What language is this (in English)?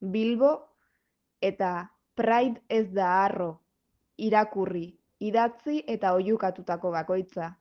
Basque